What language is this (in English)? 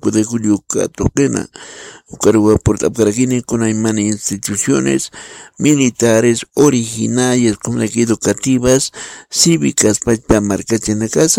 Aymara